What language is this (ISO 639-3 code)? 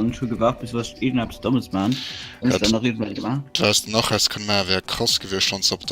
ltz